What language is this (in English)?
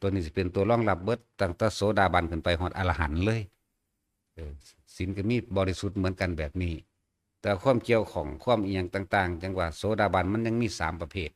Northeastern Thai